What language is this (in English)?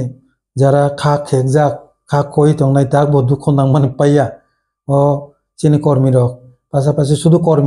Kok Borok